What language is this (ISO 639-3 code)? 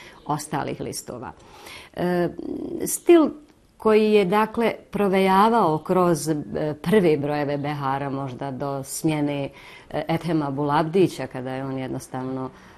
bos